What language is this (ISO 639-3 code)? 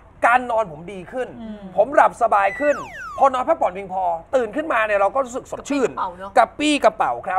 tha